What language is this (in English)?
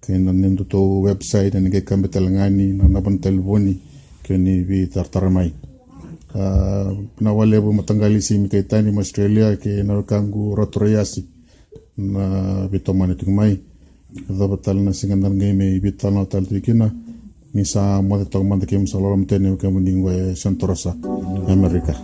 Fijian